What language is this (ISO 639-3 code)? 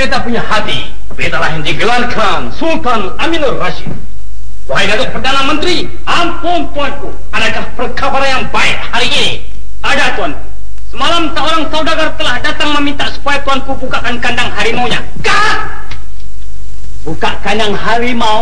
msa